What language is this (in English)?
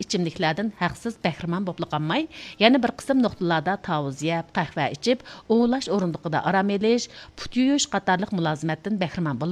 Uyghur